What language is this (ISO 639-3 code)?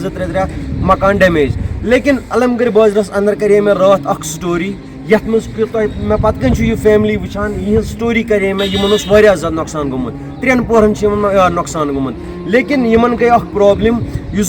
kas